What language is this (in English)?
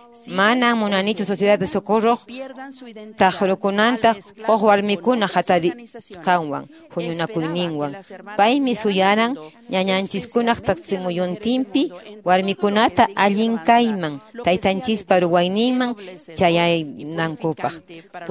Quechua